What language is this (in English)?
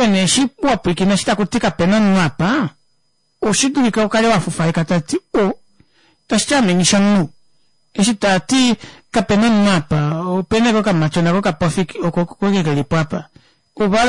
Kuanyama